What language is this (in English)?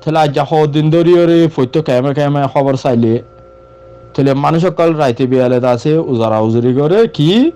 Rohingya